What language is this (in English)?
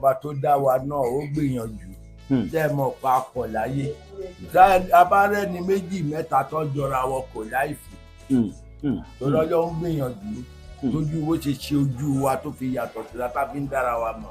Yoruba